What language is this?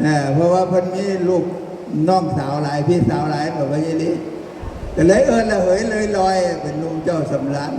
Northeastern Thai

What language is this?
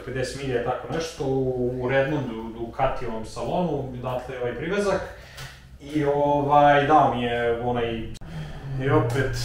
Serbian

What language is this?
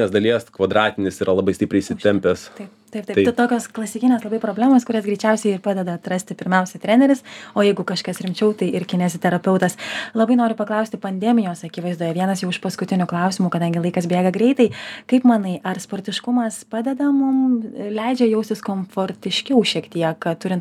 Lithuanian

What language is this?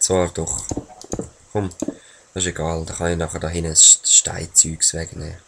Swiss German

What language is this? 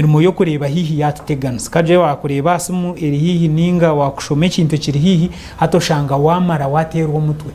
Nyankole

